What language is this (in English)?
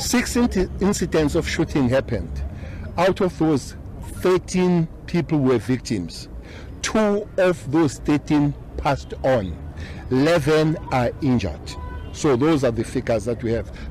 English